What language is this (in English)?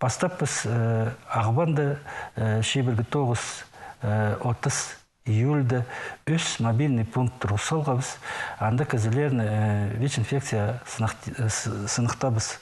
Khakas